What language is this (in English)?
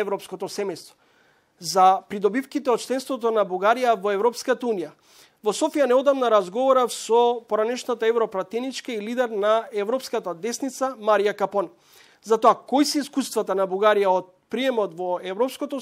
Macedonian